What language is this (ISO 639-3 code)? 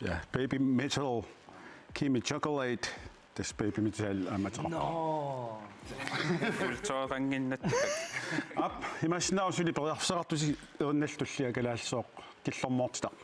kal